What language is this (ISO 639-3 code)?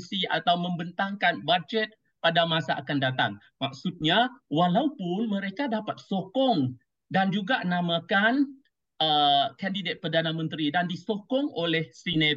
msa